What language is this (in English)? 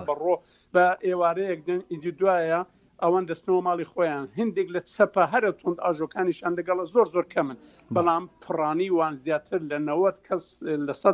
Central Kurdish